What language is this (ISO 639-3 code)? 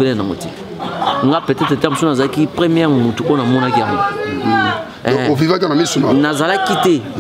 lin